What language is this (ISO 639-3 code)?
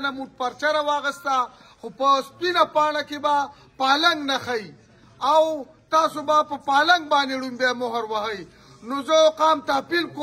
pus